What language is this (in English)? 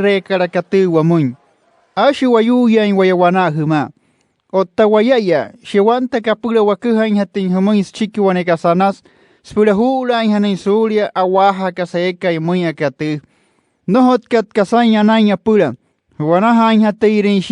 Wayuu